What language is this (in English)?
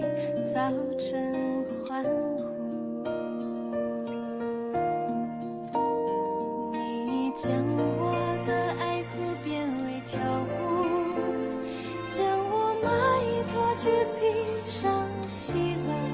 Chinese